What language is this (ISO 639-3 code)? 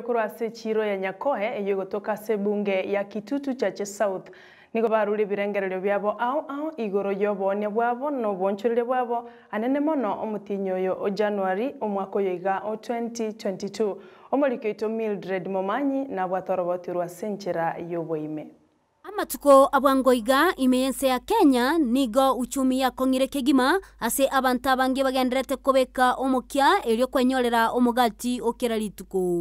guz